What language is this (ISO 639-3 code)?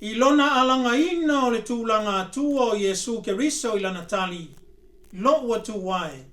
smo